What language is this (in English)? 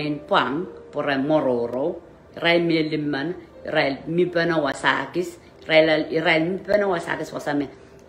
Pohnpeian